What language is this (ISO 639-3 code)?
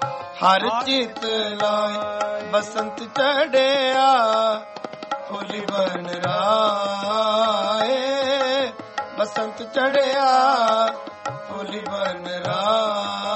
pan